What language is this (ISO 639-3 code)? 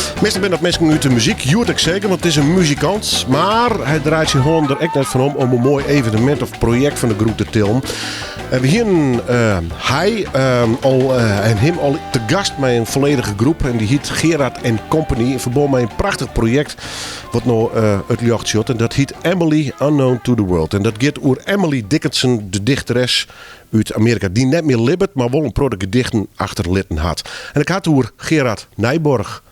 fry